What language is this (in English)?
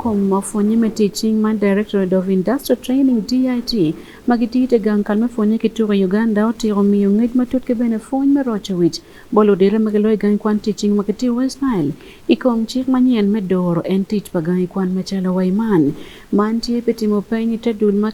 Acoli